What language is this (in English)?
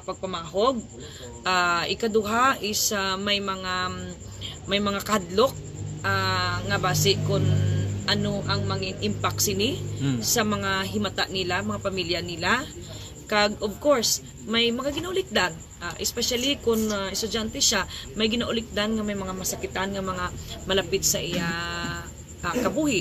Hiligaynon